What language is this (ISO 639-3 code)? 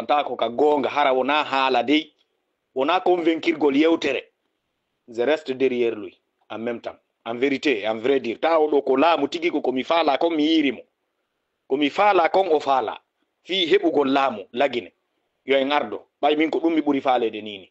ful